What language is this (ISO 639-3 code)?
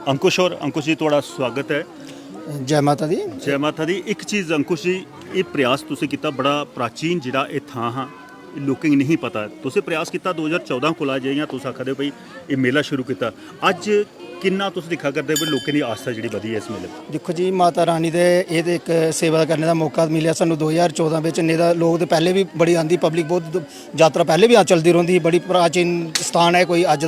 doi